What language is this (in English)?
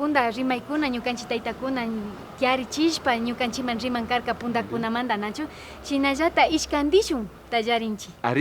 Imbabura Highland Quichua